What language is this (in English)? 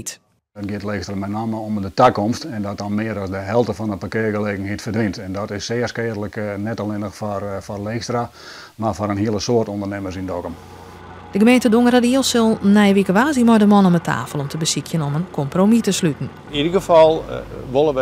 Western Frisian